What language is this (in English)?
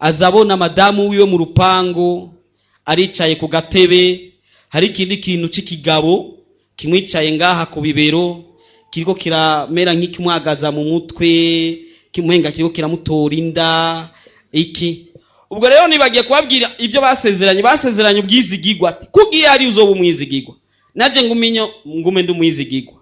Rundi